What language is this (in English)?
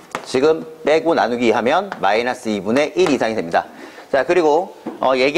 Korean